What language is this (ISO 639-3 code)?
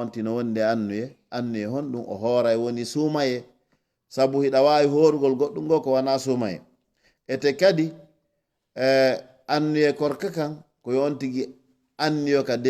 ful